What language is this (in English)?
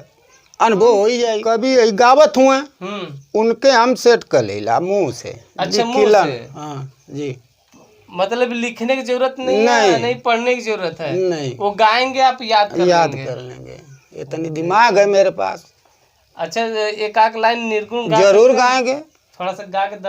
Bhojpuri